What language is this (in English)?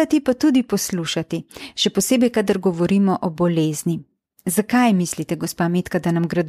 Slovenian